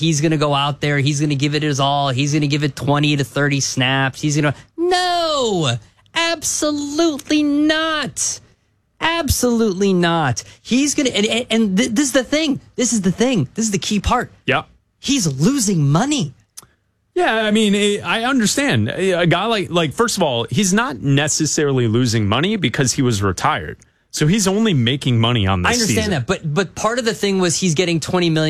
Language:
English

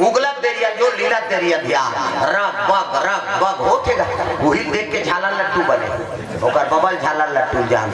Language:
Chhattisgarhi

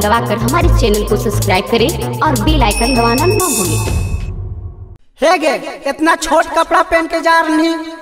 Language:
Bhojpuri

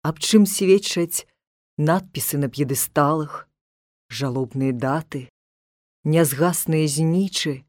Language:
Belarusian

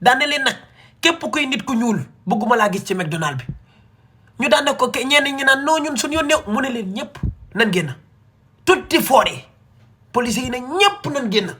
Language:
Wolof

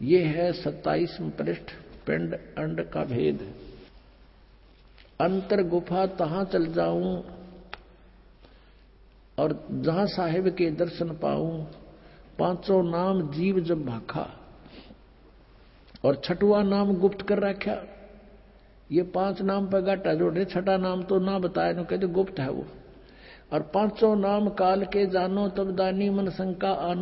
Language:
Hindi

